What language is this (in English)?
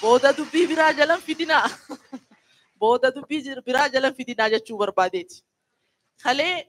Oromo